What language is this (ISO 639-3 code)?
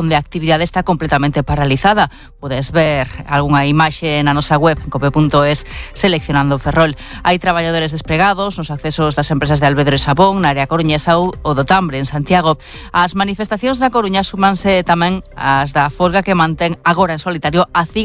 glg